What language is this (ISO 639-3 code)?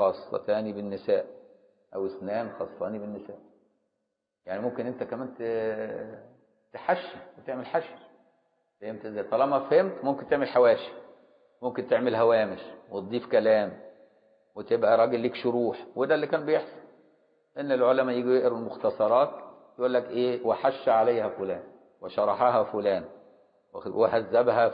arz